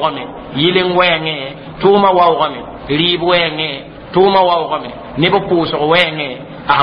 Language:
Mossi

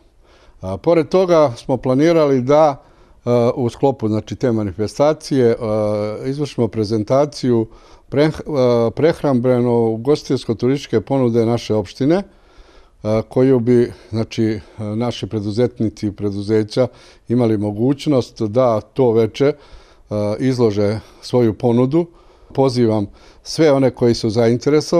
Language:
Serbian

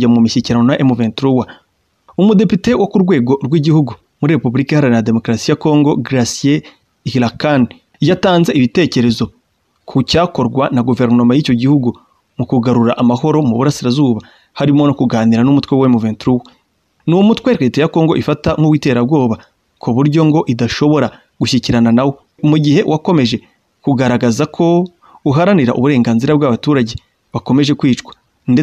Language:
Kinyarwanda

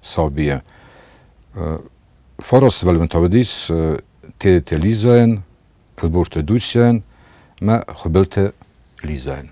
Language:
Ossetic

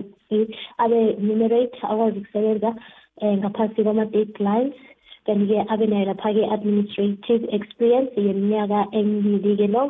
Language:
South Ndebele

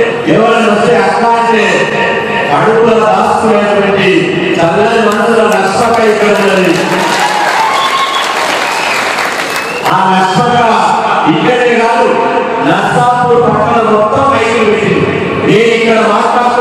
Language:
Telugu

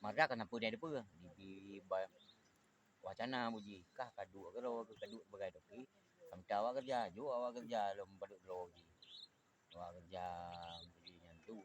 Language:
Achinese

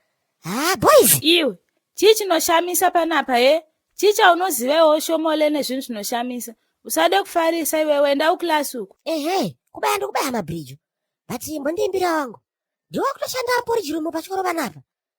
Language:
Shona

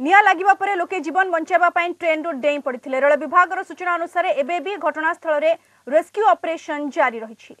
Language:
Odia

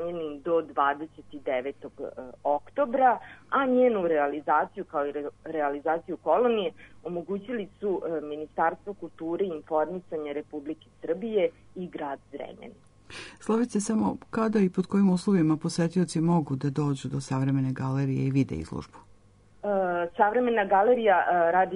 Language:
Serbian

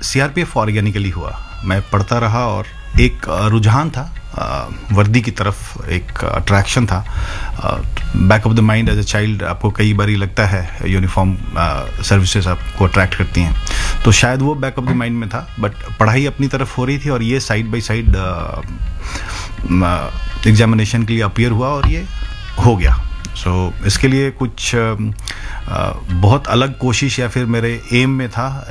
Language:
Hindi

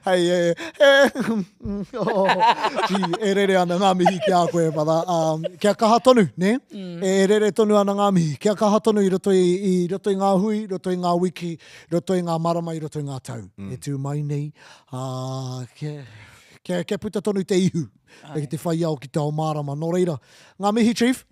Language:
Māori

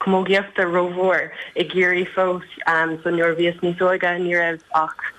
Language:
Irish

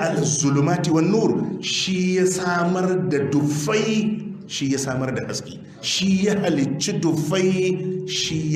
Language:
Hausa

